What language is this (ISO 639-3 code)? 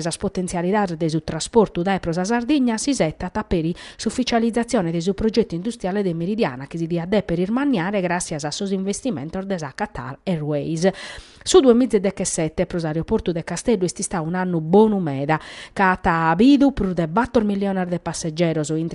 srd